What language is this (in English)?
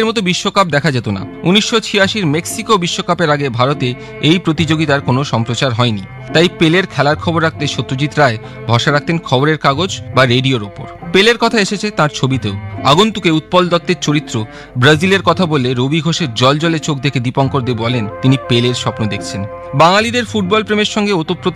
Bangla